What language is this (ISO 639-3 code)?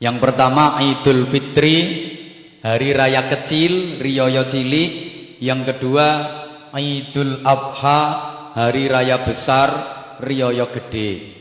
jav